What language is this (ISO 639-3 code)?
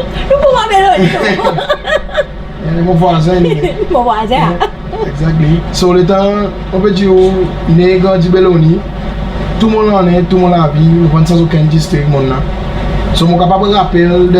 crs